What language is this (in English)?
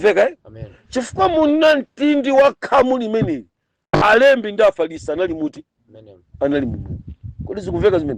Nyanja